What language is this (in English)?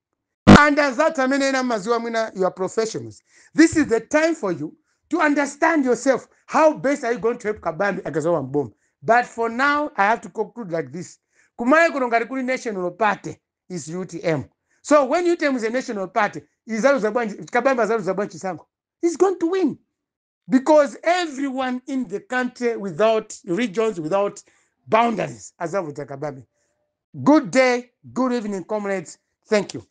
Nyanja